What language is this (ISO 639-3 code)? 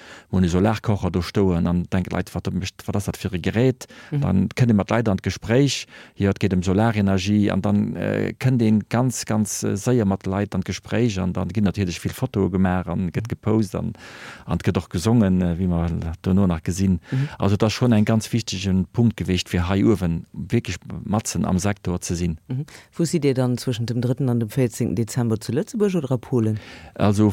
ltz